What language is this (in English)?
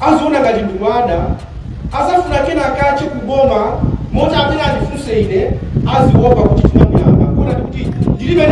Nyanja